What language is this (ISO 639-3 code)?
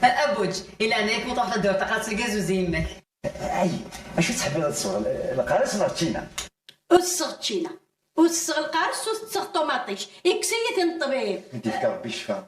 kab